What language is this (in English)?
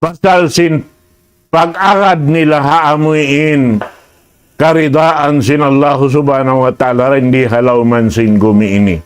Tausug